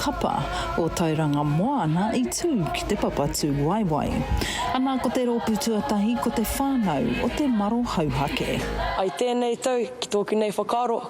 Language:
Māori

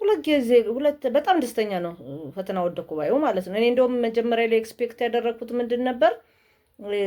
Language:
Amharic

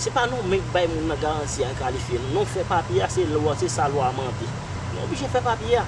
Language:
Haitian Creole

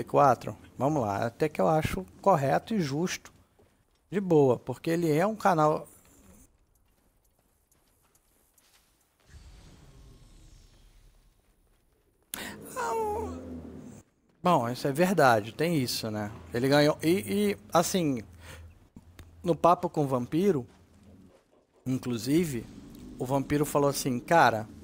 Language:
Portuguese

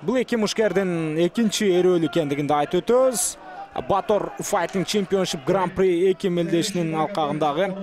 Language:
Kyrgyz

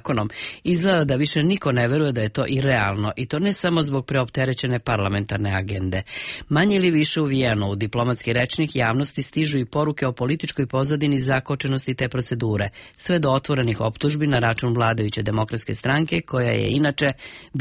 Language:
Serbian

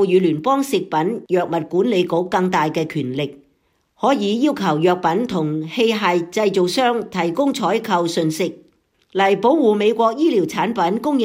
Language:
Cantonese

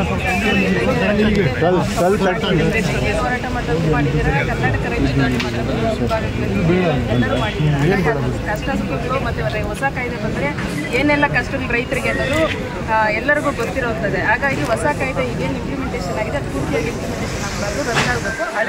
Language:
Kannada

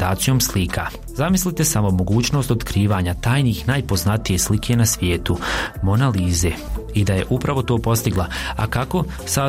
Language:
Croatian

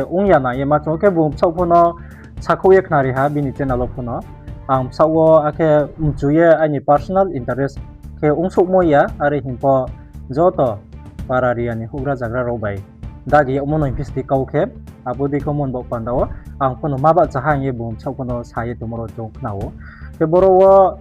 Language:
Riang (India)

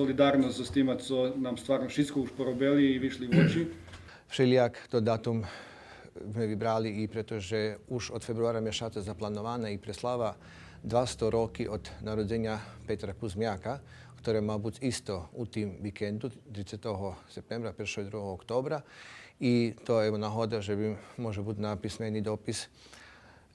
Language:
Rusyn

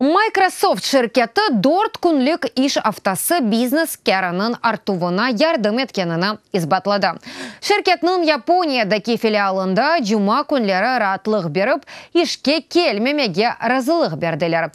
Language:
Crimean Tatar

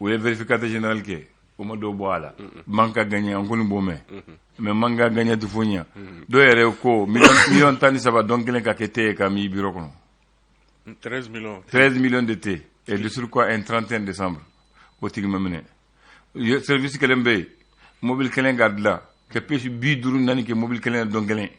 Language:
Bambara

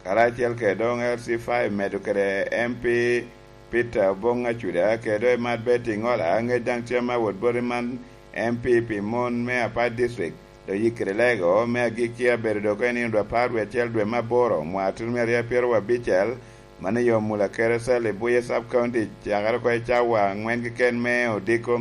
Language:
Lango (Uganda)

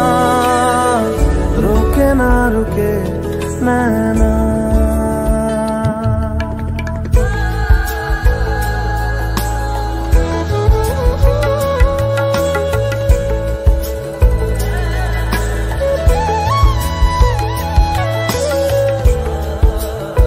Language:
Hindi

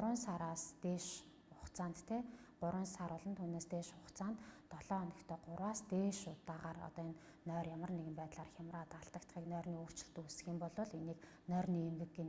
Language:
Mongolian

